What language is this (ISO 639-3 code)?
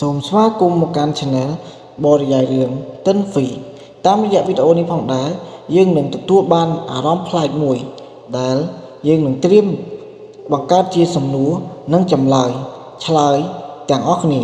khm